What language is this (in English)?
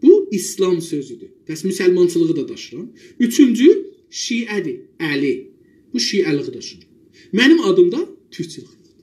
South Azerbaijani